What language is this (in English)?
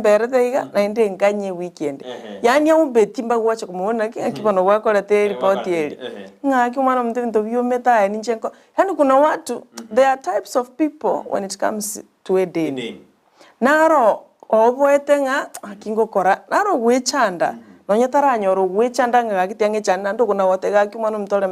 Gusii